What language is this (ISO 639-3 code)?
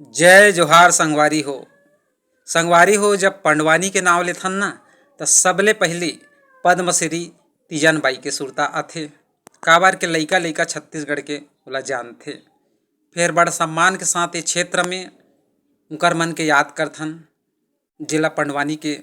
hne